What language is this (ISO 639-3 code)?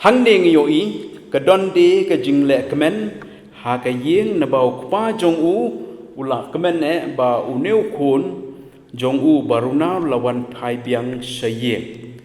kha